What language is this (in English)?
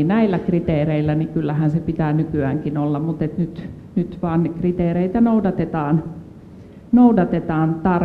Finnish